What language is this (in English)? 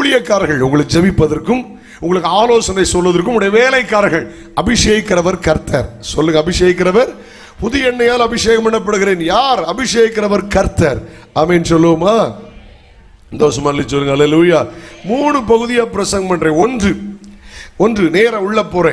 Tamil